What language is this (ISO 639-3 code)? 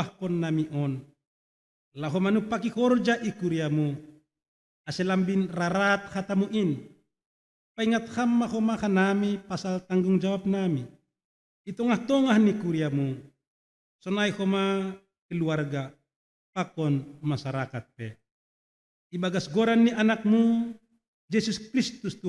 bts